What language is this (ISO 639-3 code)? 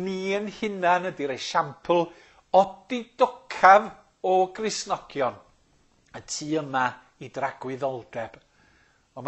cym